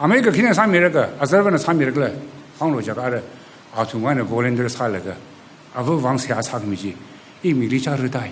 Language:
Tangkhul Naga (India)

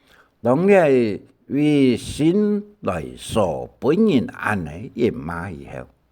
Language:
Hakka Chinese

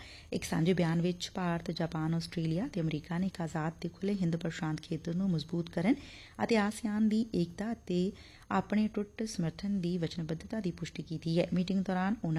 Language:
Punjabi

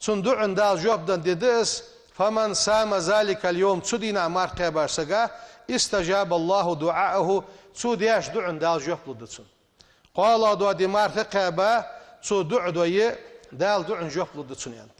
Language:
Ingush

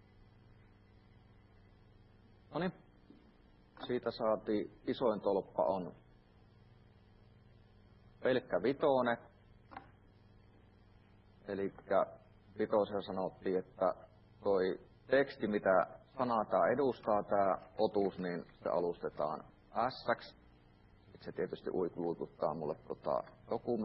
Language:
Finnish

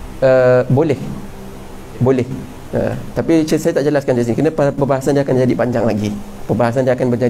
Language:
Malay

